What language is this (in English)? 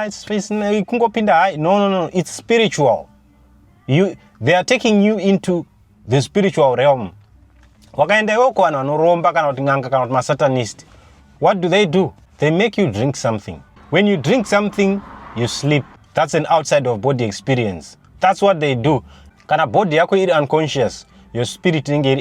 Shona